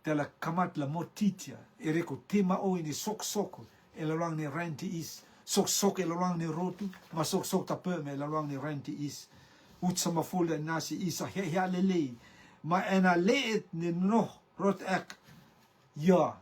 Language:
Rotuman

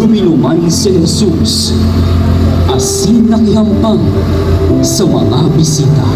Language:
Bikol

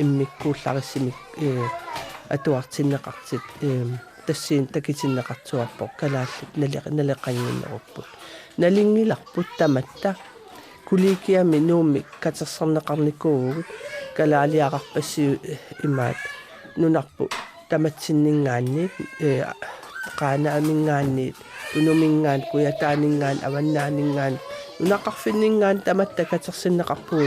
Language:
Kalaallisut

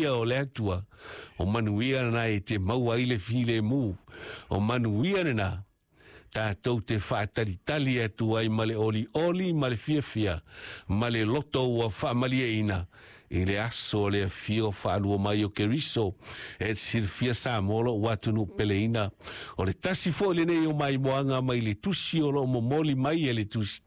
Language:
Samoan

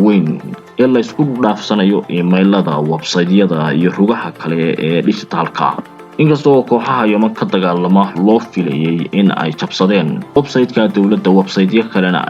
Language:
Somali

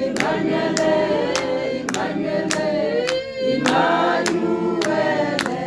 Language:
Tswana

